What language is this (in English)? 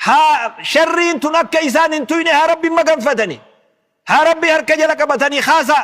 Oromo